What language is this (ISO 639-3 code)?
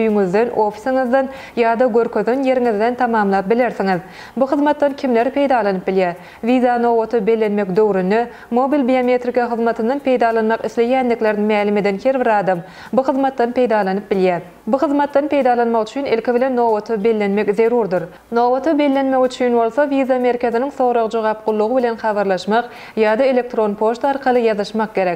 tuk